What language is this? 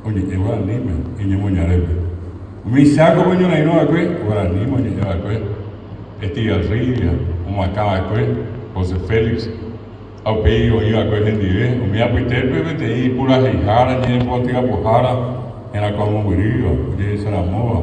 Guarani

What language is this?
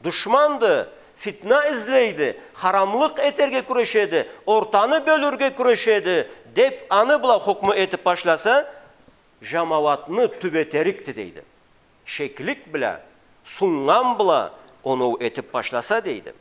Karachay-Balkar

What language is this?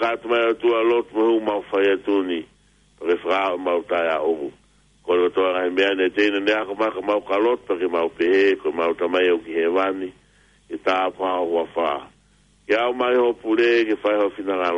Tongan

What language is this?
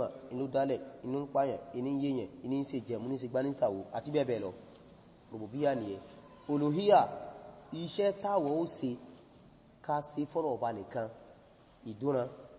Yoruba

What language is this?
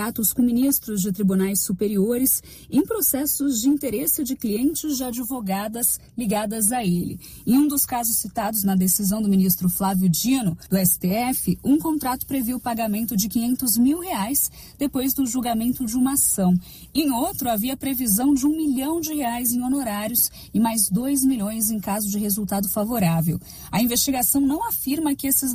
Portuguese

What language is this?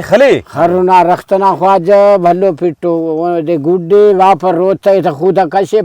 Brahui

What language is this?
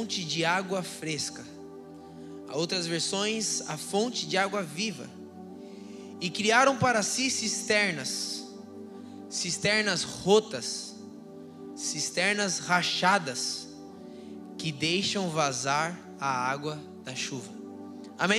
Portuguese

